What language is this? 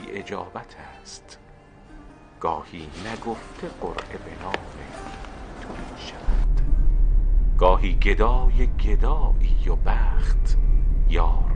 Persian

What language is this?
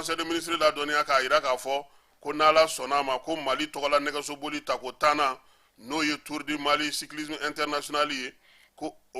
Bambara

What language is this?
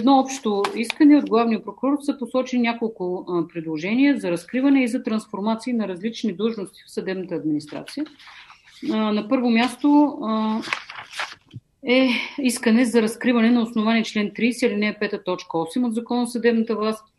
Bulgarian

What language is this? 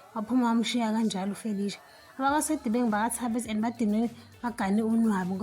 Zulu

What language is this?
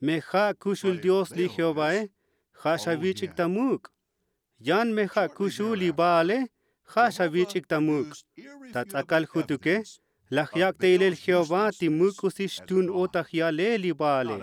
Tzotzil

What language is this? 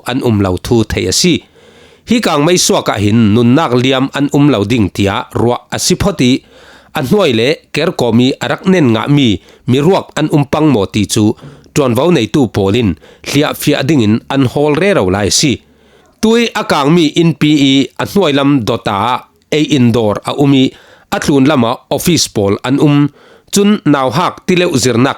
Falam Chin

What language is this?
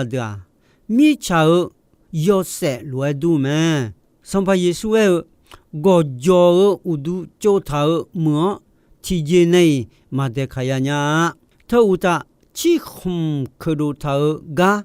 Akha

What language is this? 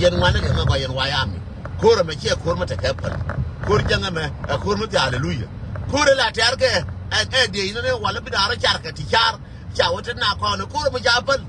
Nuer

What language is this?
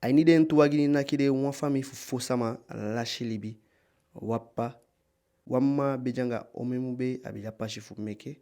Eastern Maroon Creole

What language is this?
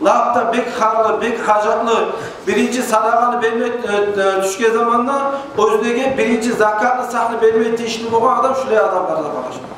Kumyk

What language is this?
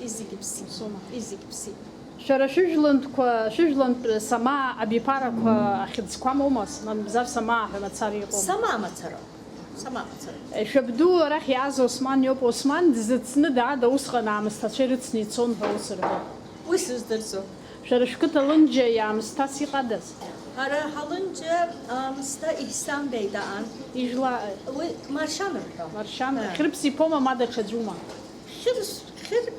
Abkhazian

